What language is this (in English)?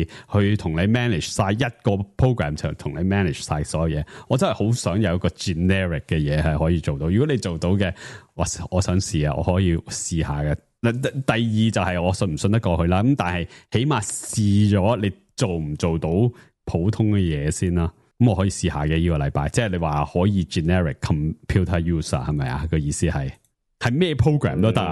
Cantonese